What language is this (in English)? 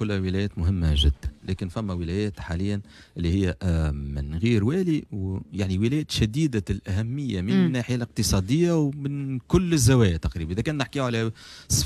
Tunisian Arabic